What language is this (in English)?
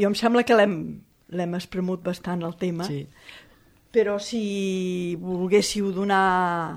Catalan